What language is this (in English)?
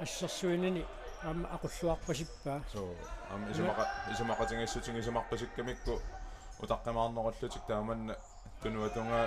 Kalaallisut